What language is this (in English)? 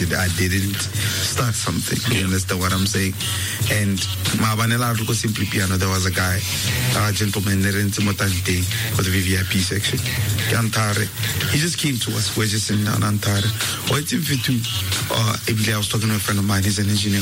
English